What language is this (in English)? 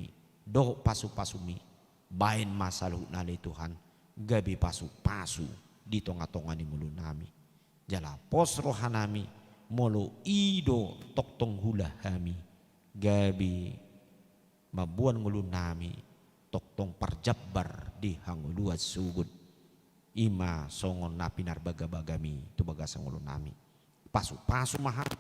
Batak Toba